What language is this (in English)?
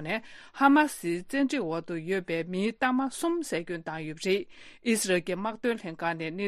Tibetan